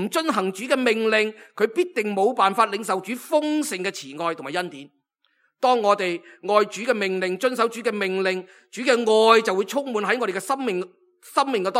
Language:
Cantonese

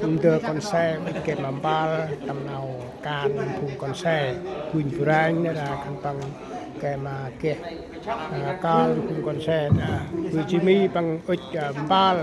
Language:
Central Mnong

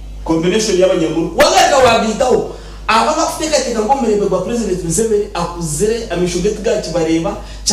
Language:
Nyankole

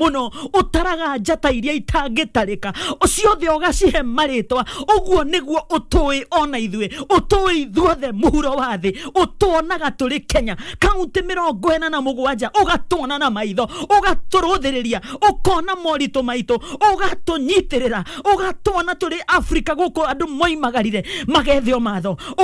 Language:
Kikuyu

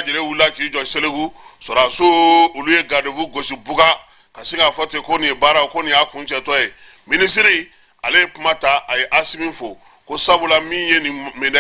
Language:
Bambara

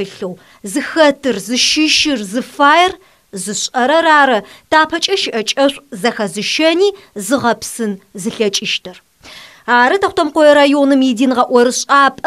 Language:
Adyghe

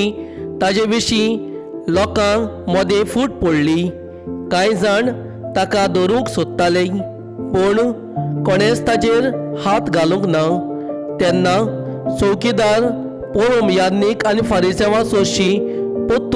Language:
Konkani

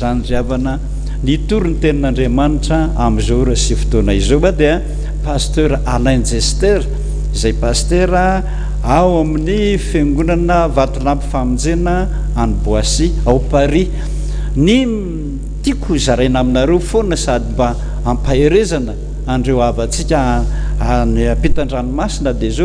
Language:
Malagasy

